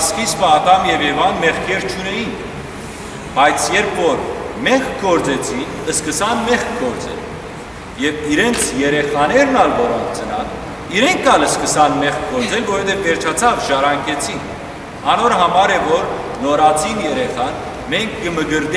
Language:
Western Armenian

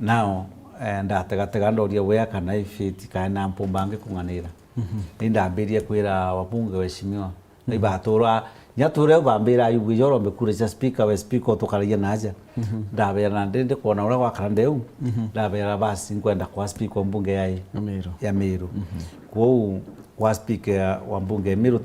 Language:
Meru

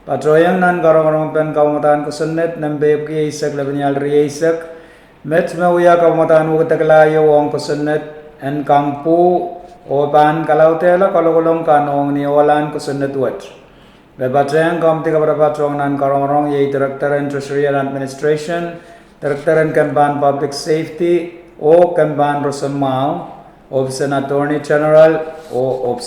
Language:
Pohnpeian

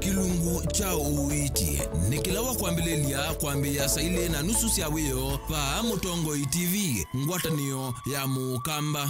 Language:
Kamba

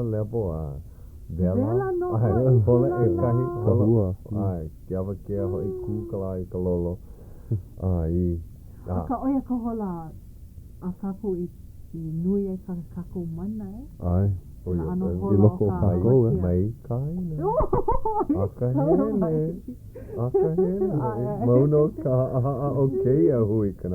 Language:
Hawaiian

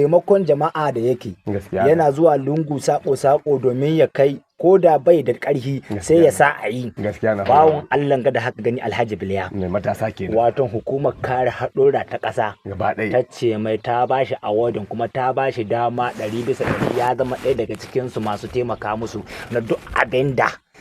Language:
Hausa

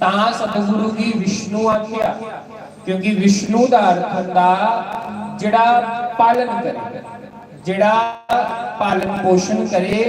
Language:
Dogri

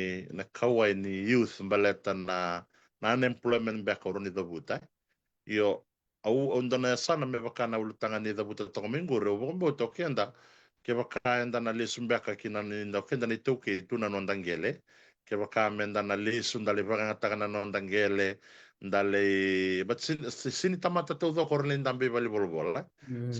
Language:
Fijian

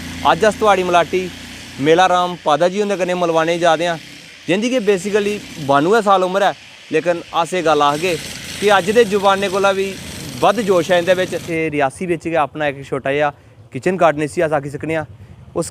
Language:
Dogri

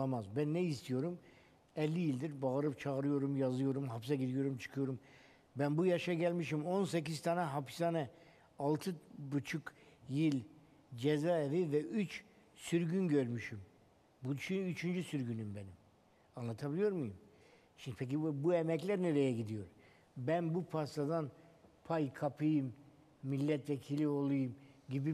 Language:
Turkish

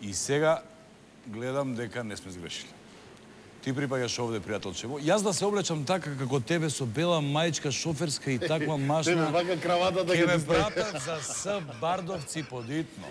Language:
Macedonian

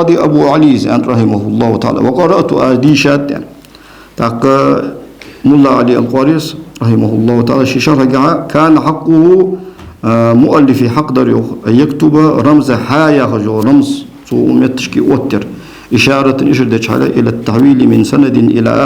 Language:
Ingush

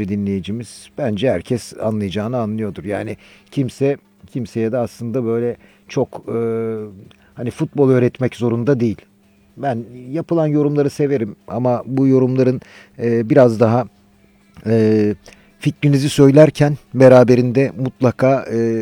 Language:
Turkish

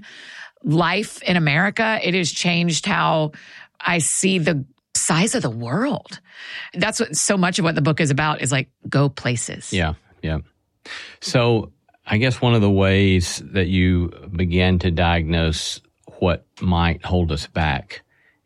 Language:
English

